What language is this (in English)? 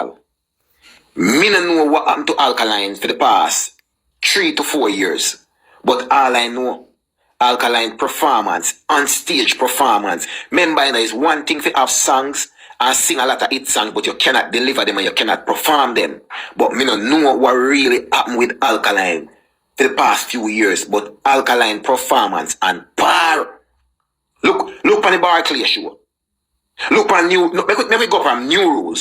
Jamaican Creole English